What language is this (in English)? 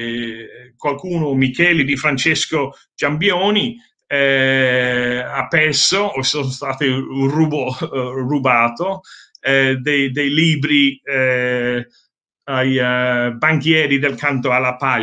Italian